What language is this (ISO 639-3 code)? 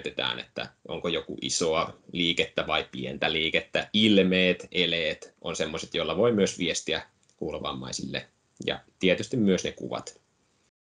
fin